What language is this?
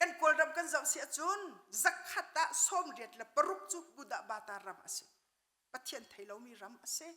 Hakha Chin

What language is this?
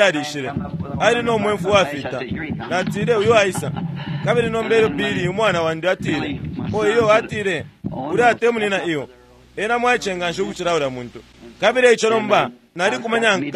Bemba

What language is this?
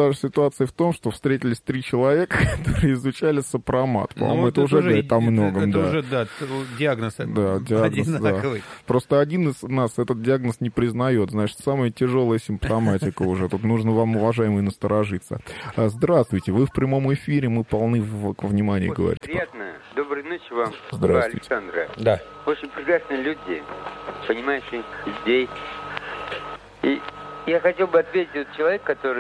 Russian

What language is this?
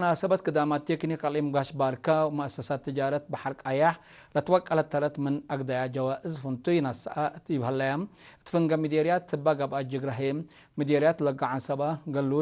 Tigre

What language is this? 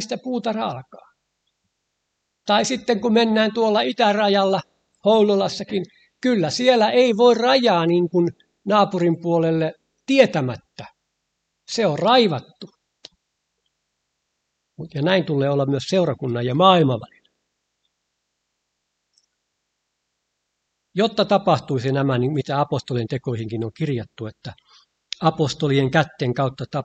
Finnish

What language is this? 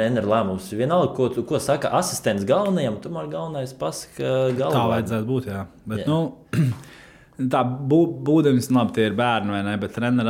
Latvian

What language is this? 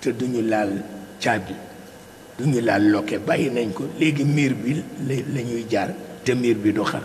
Wolof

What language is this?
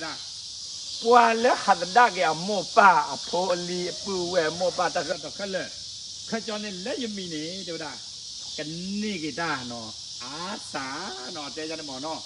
S'gaw Karen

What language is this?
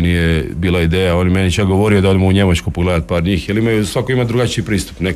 Croatian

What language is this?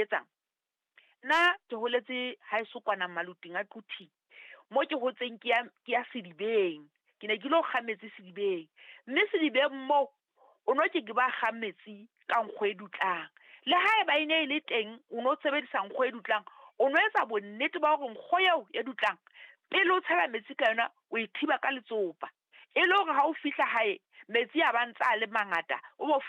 Southern Sotho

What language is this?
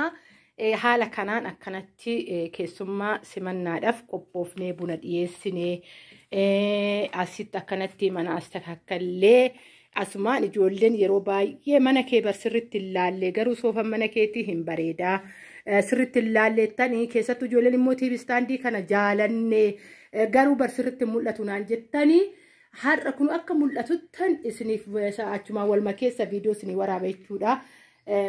Oromo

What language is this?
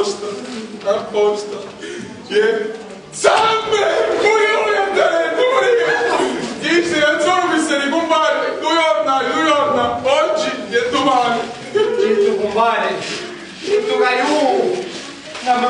Sicilian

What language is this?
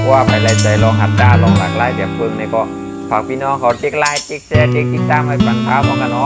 Shan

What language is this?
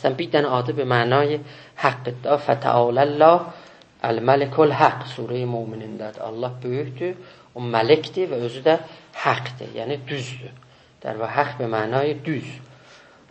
South Azerbaijani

